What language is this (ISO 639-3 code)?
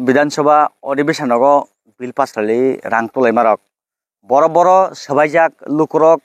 trp